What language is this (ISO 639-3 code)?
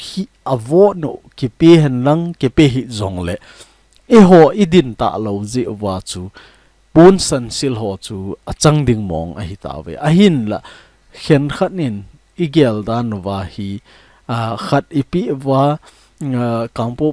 tcz